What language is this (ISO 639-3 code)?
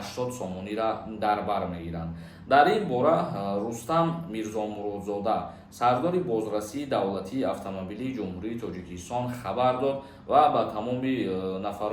tgk